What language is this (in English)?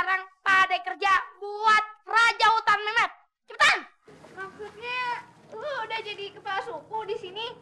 Betawi